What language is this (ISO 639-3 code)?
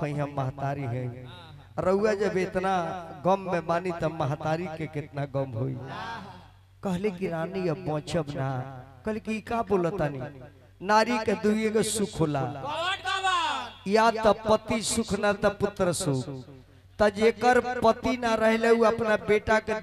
bho